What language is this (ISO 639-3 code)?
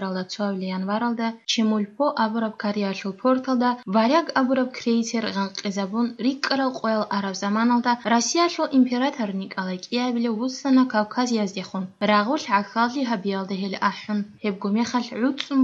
ava